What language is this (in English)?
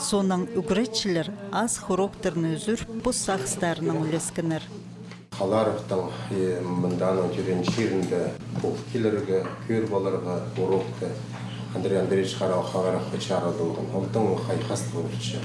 Khakas